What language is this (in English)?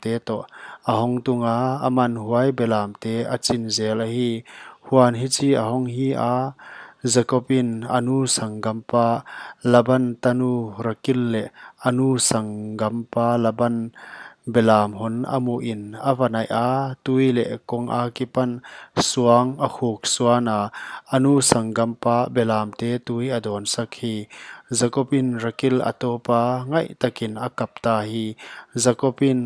Paite Chin